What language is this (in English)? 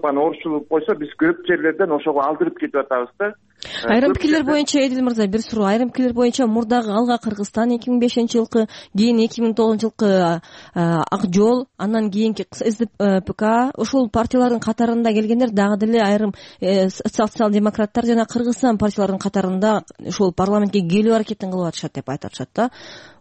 Kyrgyz